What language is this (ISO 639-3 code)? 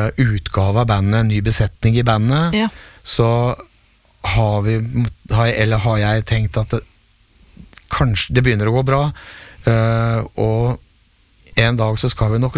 nor